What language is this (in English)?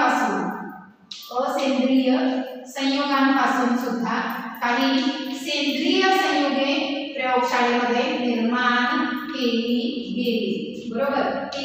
Marathi